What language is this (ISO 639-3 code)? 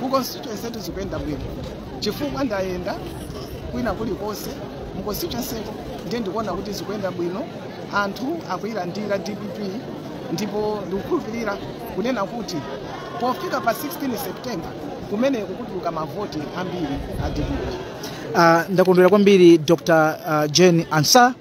nya